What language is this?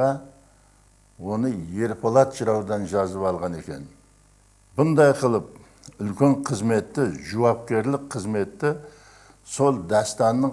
Kara-Kalpak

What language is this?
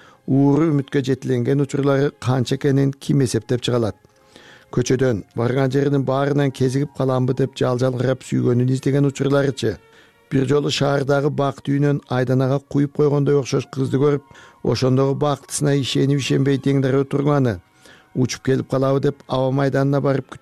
Kyrgyz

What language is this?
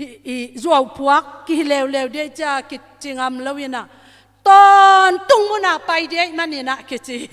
Tedim Chin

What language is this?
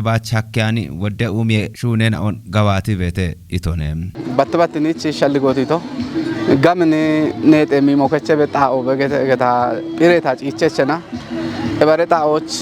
Kafa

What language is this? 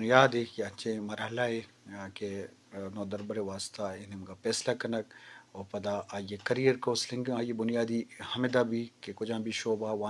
Eastern Balochi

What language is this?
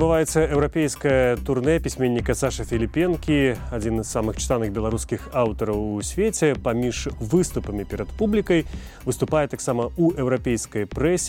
Belarusian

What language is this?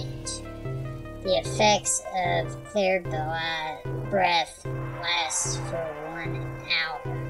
English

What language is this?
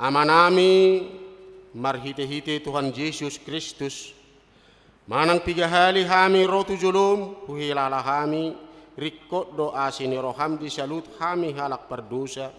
Batak Toba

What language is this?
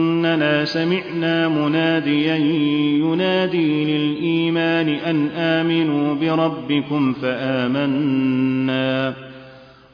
Arabic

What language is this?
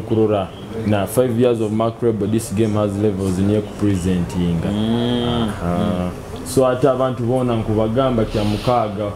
Nyoro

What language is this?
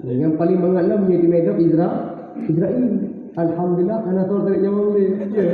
Achinese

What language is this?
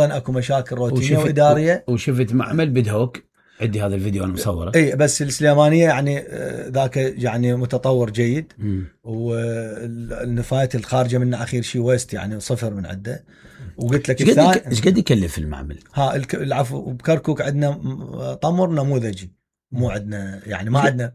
Mesopotamian Arabic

